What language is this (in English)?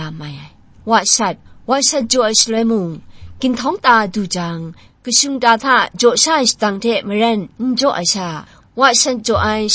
Kachin